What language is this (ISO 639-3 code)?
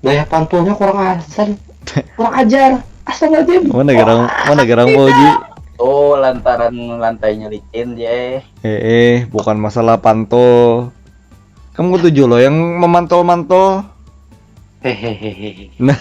bjn